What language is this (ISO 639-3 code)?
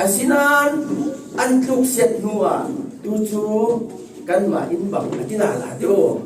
cfm